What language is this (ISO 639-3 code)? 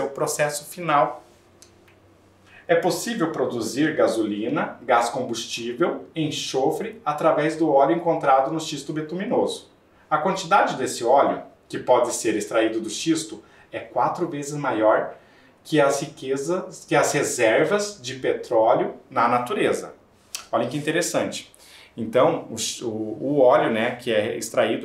por